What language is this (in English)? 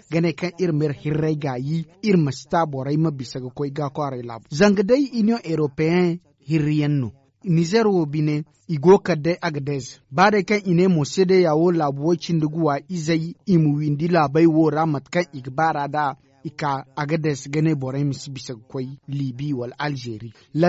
Zarma